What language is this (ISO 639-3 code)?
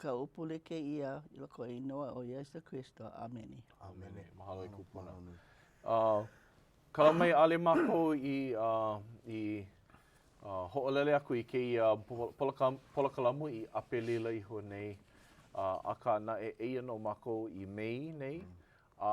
haw